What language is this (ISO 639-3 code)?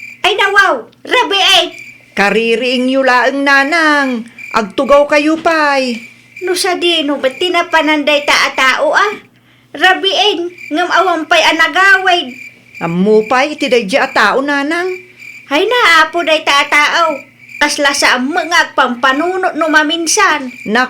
ilo